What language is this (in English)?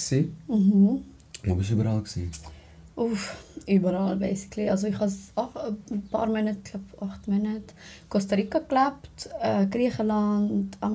Swiss German